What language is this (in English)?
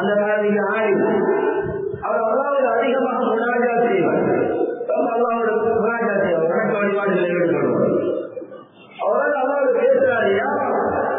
Tamil